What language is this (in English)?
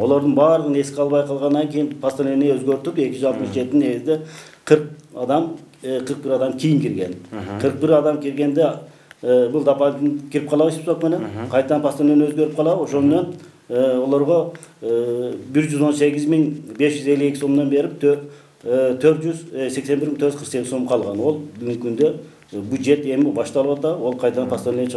Kyrgyz